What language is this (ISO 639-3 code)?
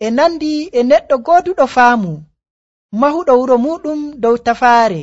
fuv